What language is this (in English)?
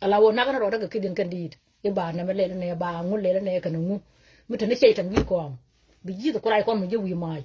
Nuer